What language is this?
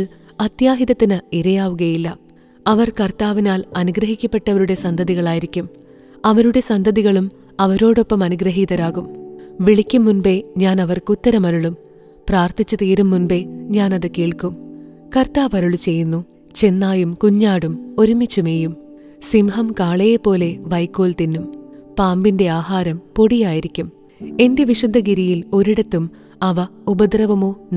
Malayalam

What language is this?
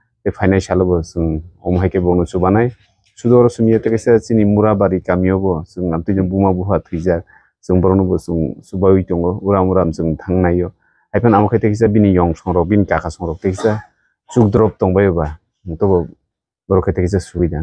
Kok Borok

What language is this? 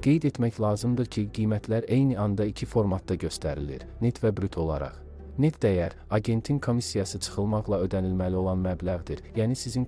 Azerbaijani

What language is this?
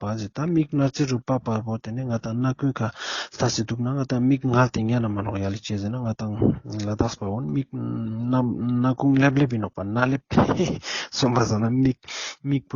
Ladakhi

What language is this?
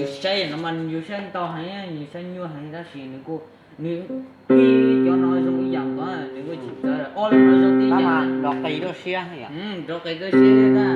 Hmong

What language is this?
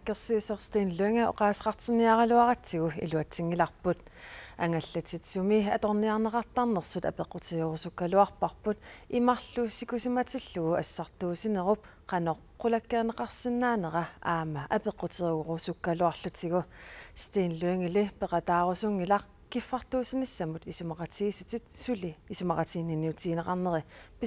Kalaallisut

